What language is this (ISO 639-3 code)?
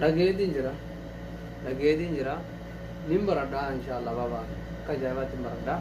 orm